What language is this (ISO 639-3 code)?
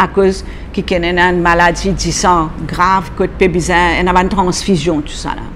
mfe